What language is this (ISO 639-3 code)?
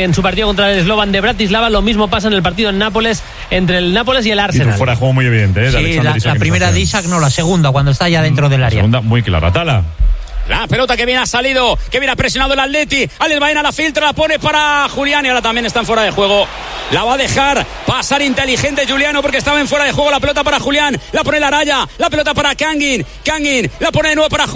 spa